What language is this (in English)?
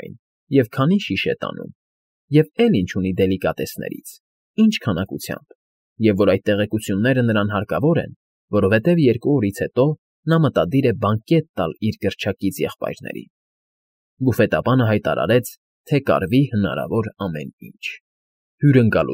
Armenian